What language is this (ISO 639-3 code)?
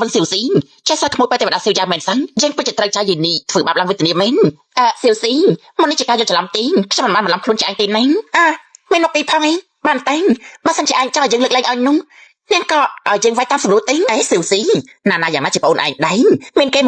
khm